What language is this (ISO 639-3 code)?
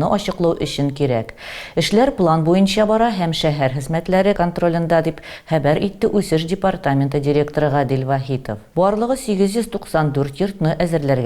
tat